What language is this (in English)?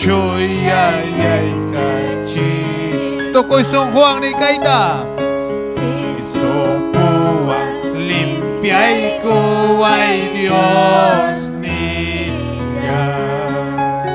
Ayacucho Quechua